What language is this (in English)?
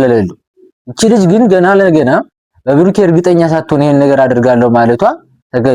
Amharic